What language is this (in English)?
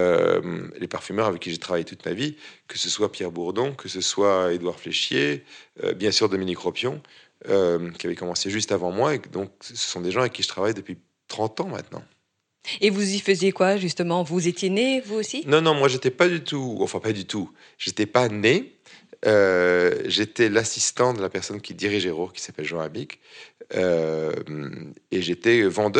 French